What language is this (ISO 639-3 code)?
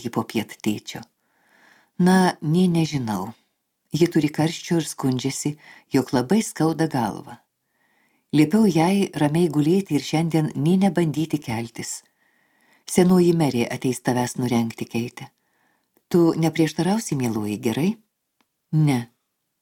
lit